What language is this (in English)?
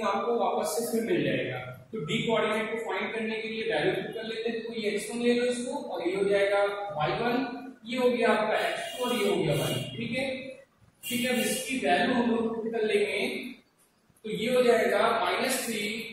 Hindi